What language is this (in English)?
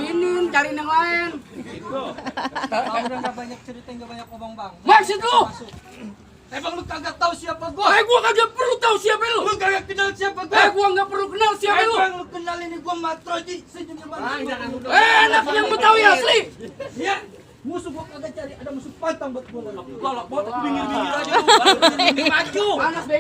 Betawi